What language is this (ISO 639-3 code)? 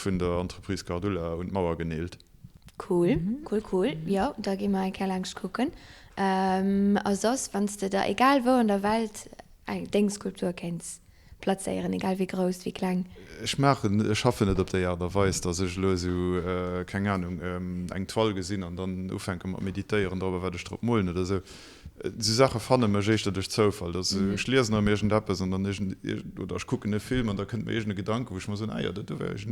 ltz